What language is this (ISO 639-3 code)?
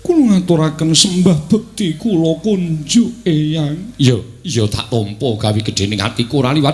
jav